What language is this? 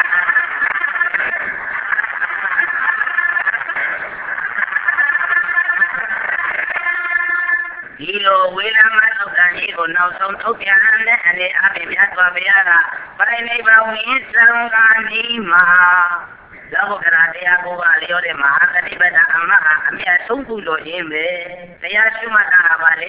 Burmese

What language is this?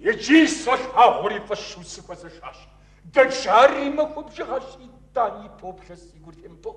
Kabardian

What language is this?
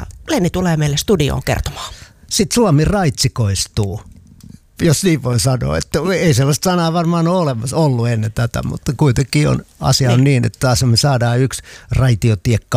Finnish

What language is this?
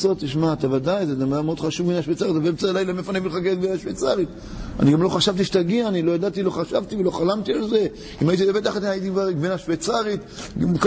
Hebrew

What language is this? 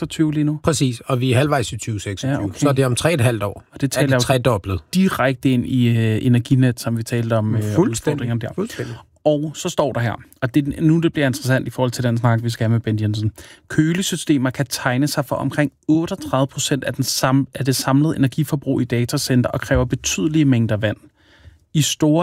Danish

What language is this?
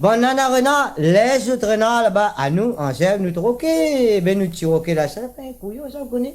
Réunion Creole French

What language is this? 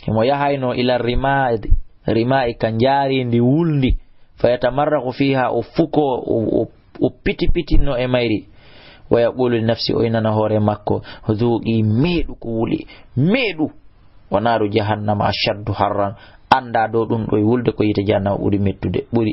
Fula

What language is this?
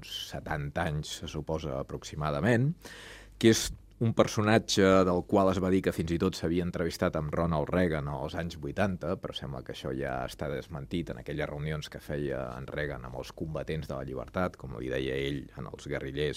Catalan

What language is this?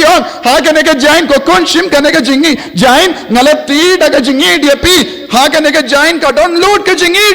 Khasi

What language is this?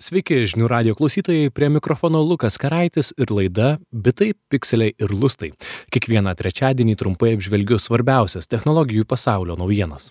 Lithuanian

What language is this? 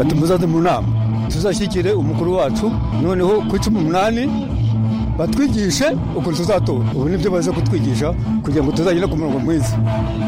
Kinyarwanda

